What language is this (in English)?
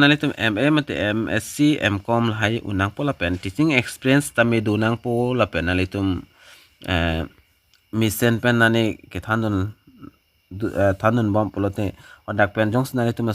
Karbi